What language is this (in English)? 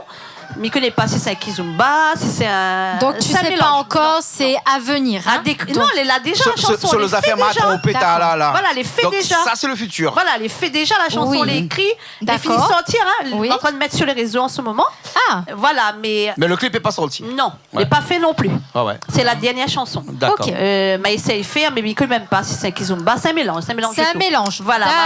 Réunion Creole French